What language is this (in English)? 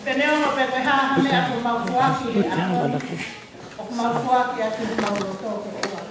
Tongan